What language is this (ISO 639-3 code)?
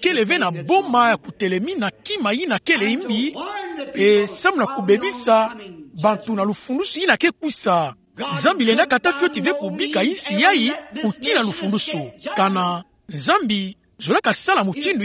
ktu